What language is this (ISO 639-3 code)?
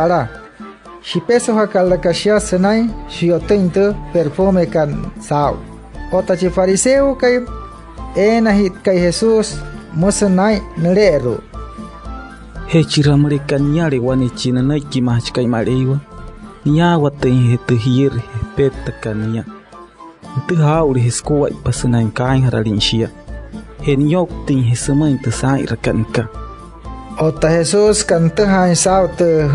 guc